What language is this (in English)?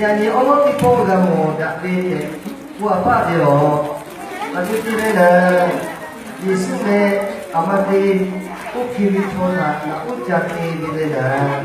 Lahu